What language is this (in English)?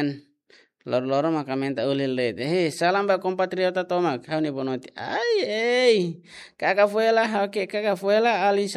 Tetum